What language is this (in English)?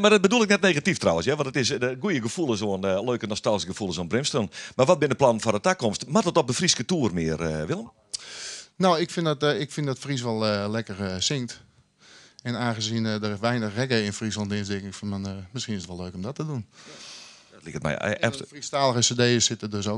Western Frisian